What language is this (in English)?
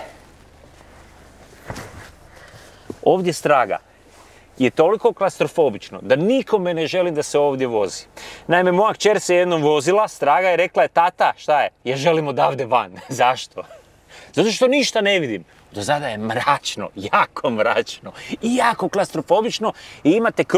Croatian